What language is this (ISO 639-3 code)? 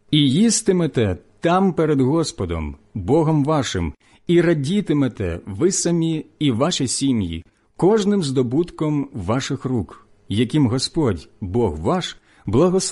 ukr